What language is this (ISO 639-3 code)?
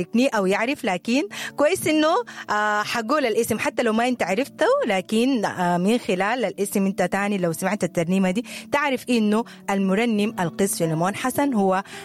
apd